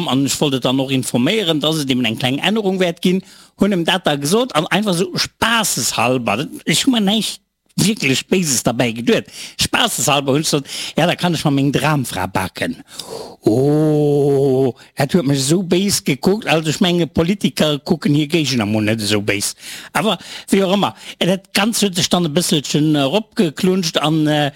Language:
Luxembourgish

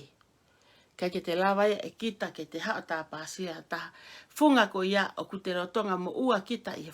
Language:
Tongan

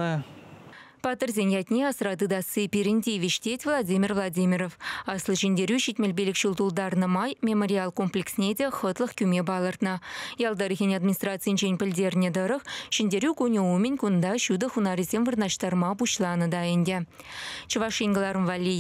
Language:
Chuvash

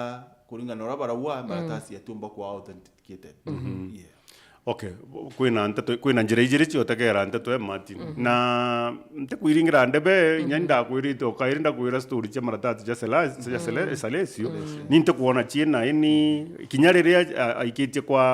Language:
Meru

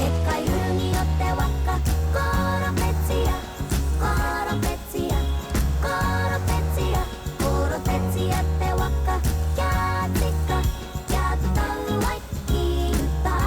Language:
Māori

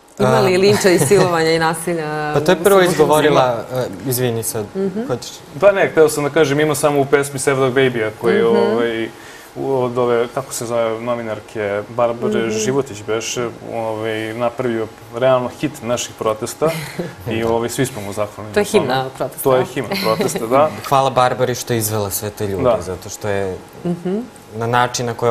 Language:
Serbian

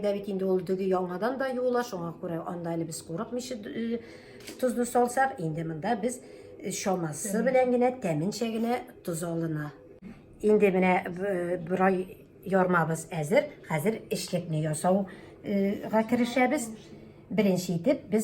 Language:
Tatar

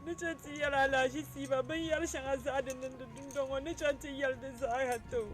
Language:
Dagbani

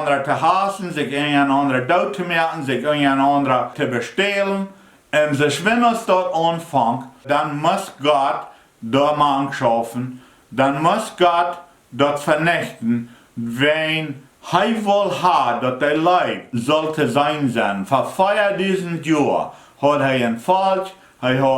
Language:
Plautdietsch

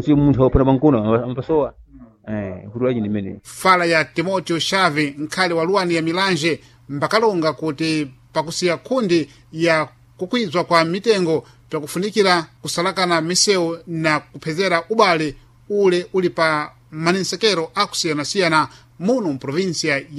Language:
Sena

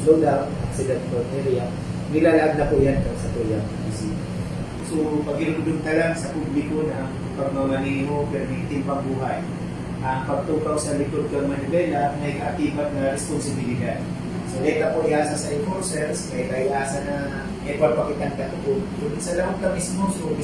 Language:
Bikol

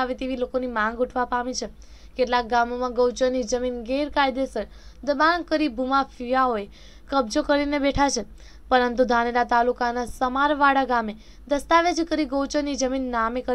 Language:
Gujarati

